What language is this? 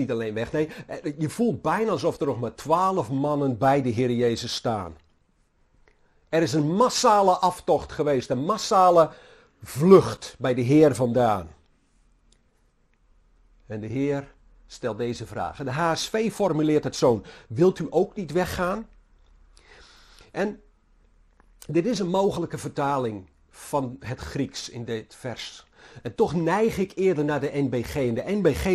Dutch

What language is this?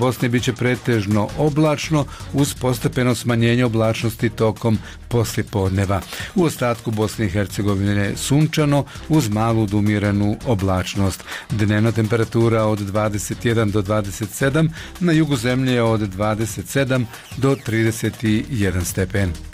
Bosnian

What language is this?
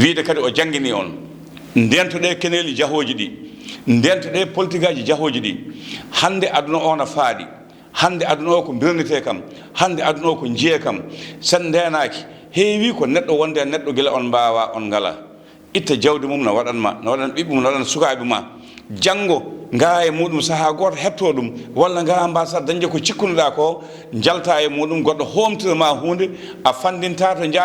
Fula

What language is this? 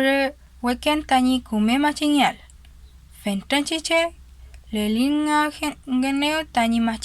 Mapuche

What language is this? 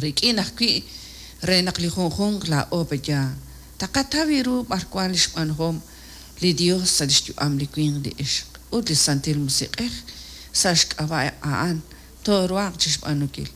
Kekchí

